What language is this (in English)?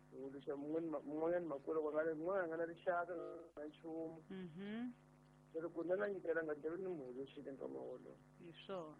Tsonga